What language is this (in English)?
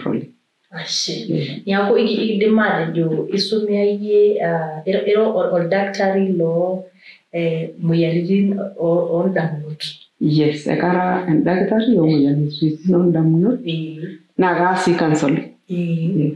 Masai